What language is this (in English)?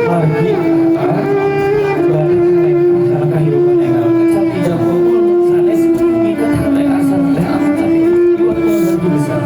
Sundanese